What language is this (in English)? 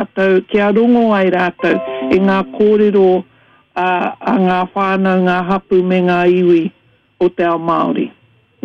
Māori